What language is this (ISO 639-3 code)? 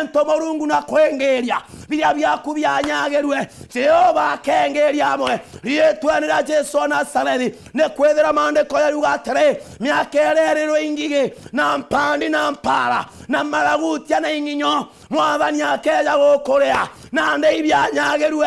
mer